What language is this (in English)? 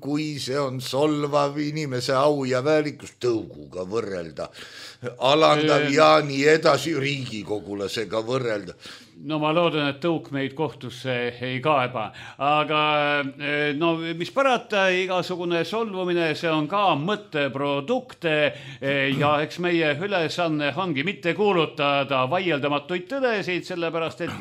Estonian